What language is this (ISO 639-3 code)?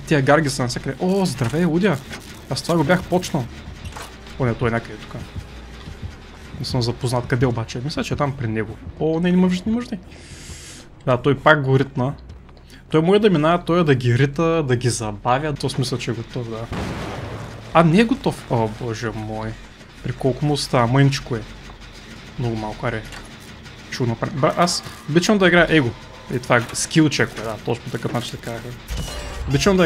bul